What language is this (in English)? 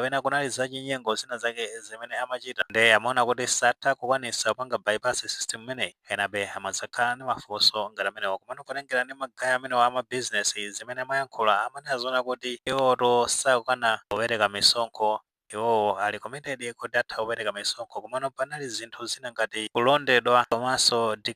Nyanja